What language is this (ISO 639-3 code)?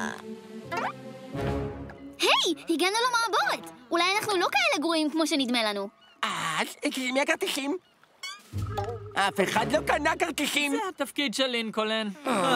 heb